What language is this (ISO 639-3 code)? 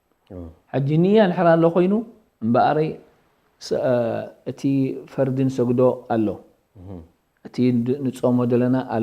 tir